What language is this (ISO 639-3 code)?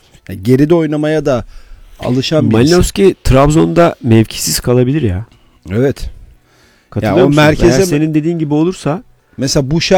tur